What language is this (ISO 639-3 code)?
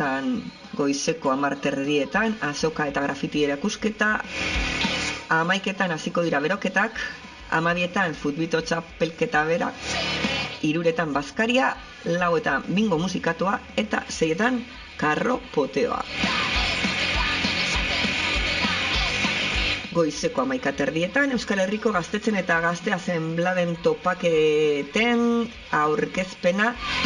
eus